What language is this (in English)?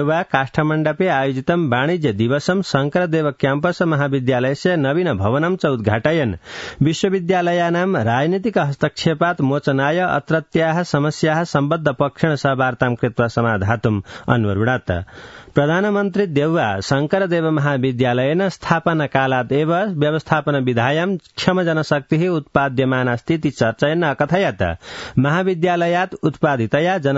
Sanskrit